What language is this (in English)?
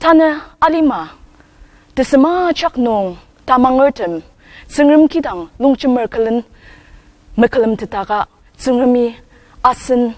Ao Naga